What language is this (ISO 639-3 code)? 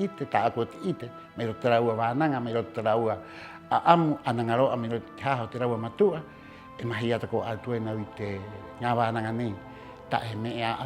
rap